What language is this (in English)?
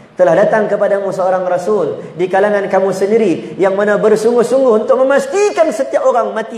Malay